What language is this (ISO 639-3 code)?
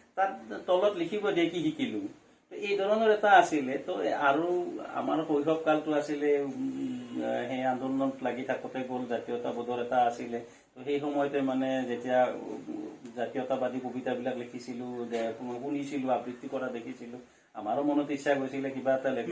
asm